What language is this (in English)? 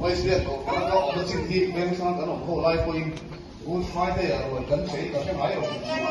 Mizo